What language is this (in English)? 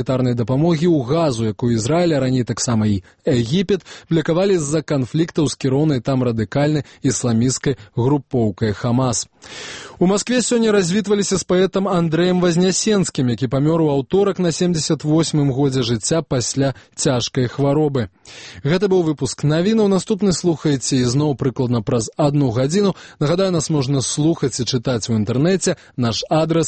Belarusian